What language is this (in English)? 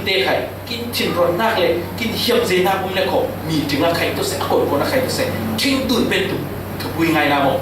Falam Chin